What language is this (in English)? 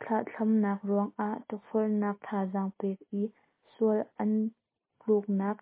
Hakha Chin